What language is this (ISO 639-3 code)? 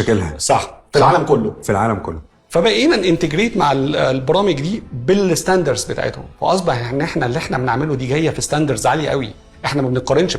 arz